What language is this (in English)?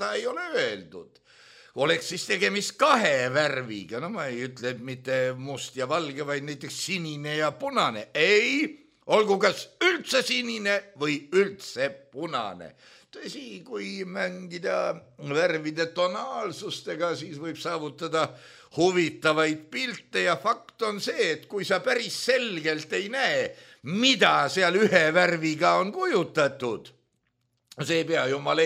Estonian